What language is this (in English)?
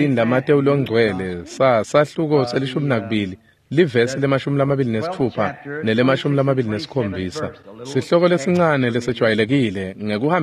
Swati